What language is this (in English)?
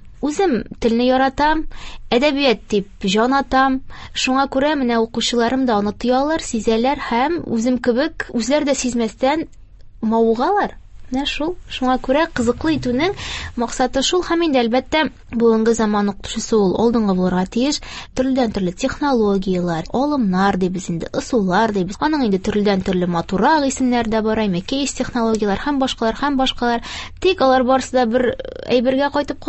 Tatar